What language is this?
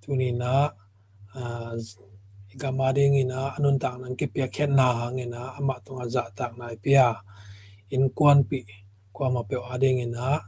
Tedim Chin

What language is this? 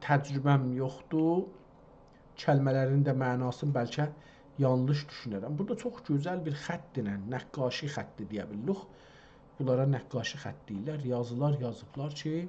South Azerbaijani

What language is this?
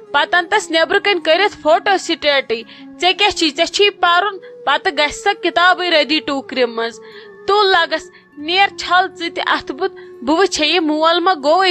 Kashmiri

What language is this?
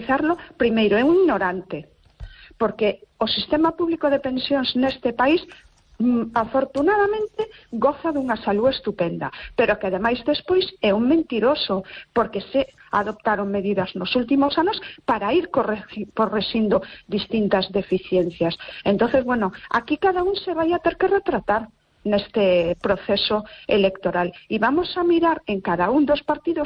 Galician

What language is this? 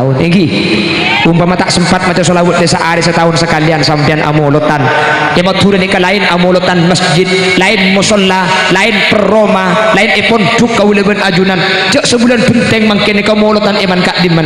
Madurese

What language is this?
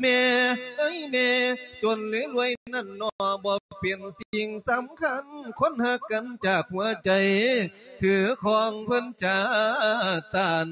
Lao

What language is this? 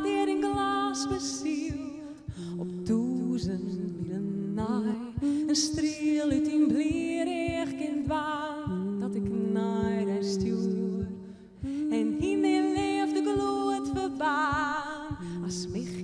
Western Frisian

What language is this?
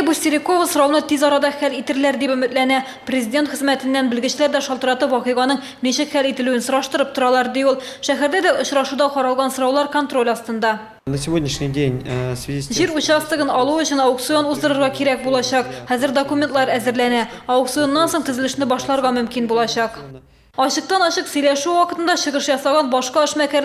Tatar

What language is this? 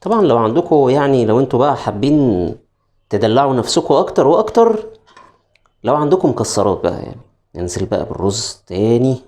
Egyptian Arabic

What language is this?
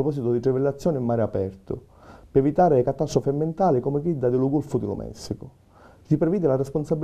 Sicilian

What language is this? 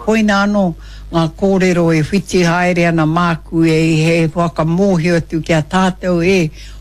Māori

